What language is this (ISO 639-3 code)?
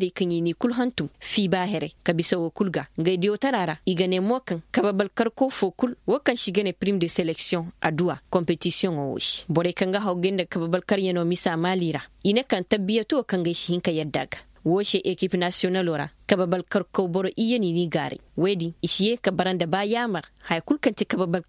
ses